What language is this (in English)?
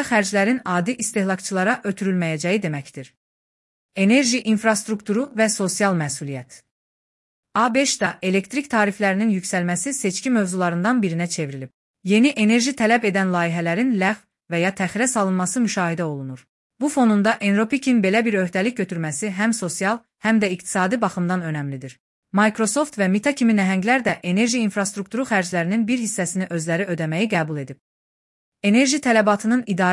Azerbaijani